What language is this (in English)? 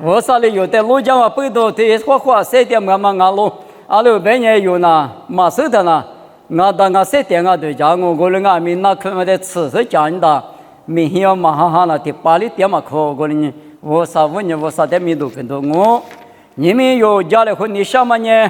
Lisu